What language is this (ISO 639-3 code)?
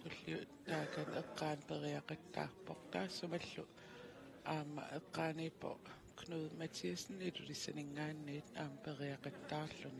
kal